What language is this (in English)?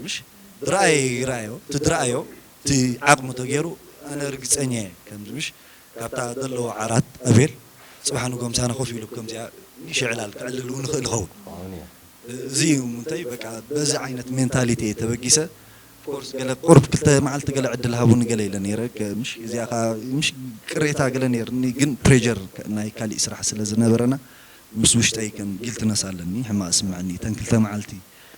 Tigrinya